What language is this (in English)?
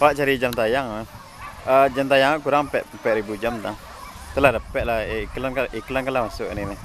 Minangkabau